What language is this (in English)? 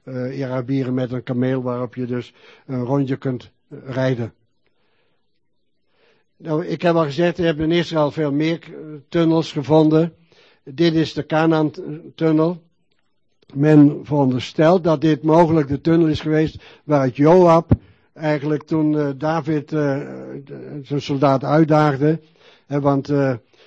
Dutch